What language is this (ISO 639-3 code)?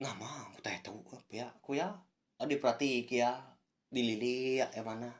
iba